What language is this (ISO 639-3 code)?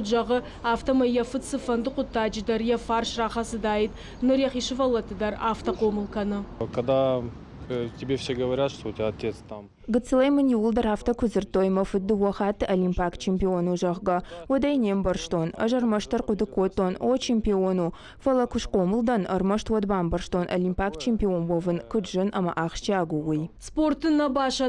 oss